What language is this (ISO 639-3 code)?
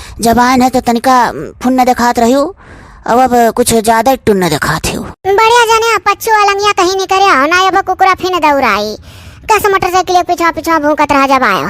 awa